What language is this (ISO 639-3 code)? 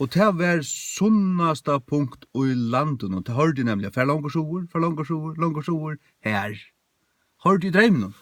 fao